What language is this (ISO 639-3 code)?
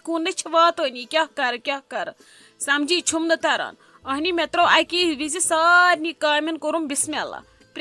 kas